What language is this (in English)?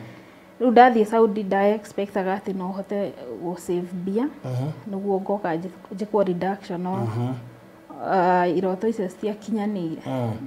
Kikuyu